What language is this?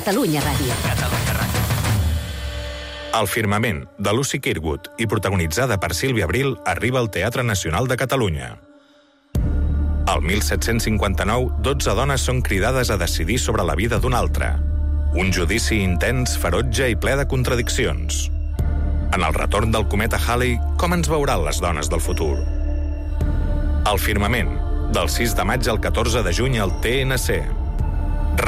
Catalan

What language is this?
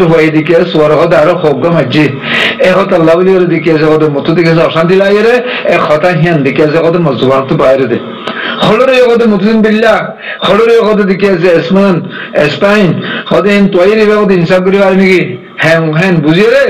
Rohingya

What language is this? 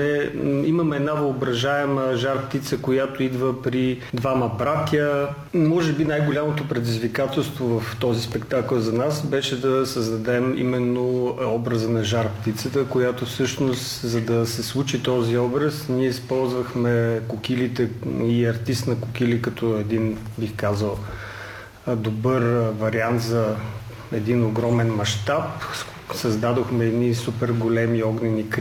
Bulgarian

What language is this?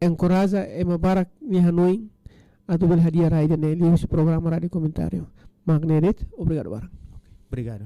Tetum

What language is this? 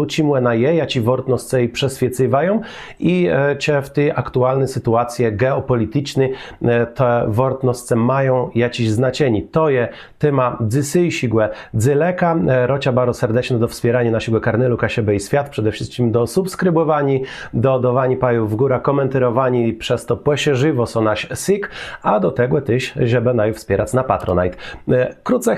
Kashubian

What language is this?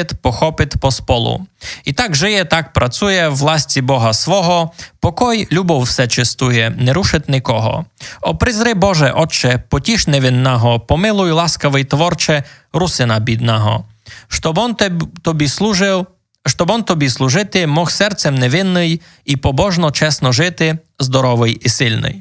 Rusyn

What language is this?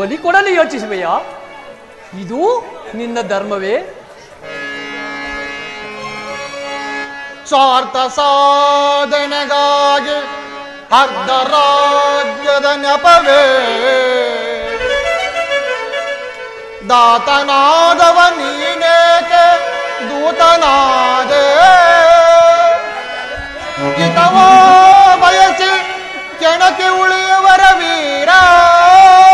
Kannada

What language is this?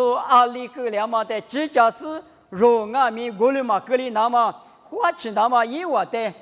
Lisu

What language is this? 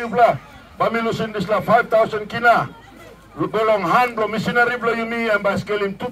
Tok Pisin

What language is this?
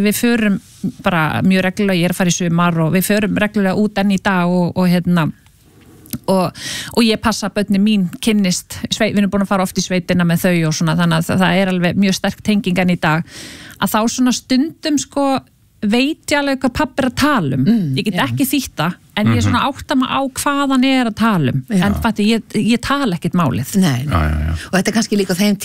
Icelandic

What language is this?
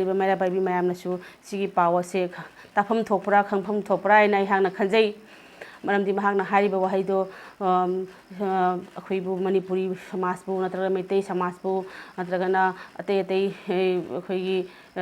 Manipuri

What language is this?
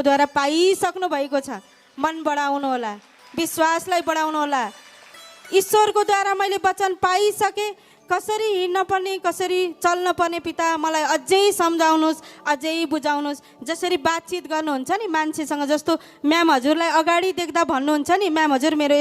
Nepali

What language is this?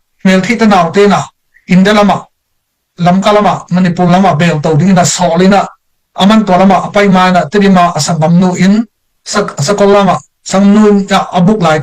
Tedim Chin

